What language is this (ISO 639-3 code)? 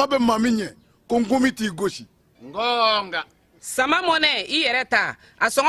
bam